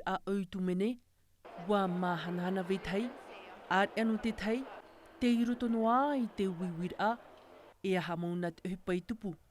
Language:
Tahitian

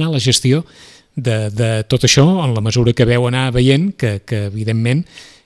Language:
Catalan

